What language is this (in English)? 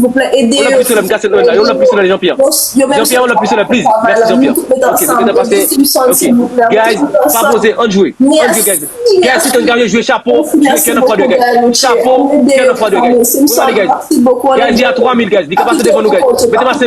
Haitian Creole